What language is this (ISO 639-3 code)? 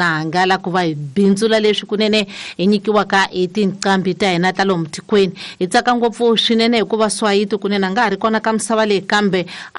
tso